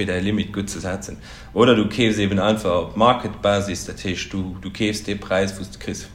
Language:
Luxembourgish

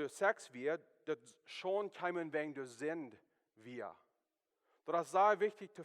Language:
Plautdietsch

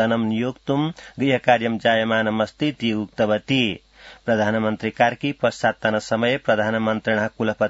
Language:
Sanskrit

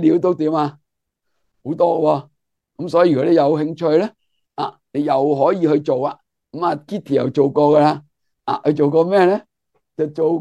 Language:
Cantonese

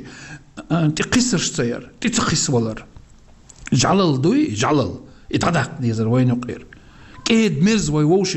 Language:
Chechen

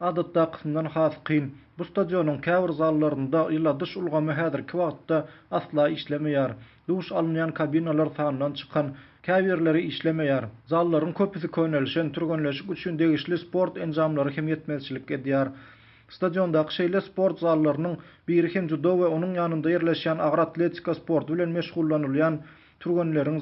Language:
Turkmen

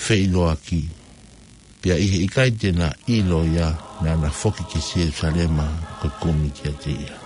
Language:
Tongan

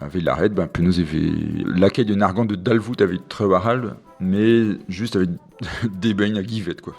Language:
Breton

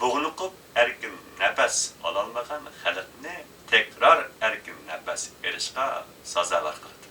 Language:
Uyghur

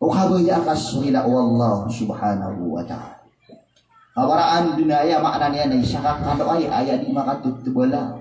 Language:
Maranao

